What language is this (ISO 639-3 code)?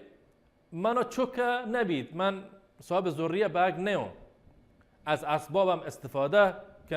bal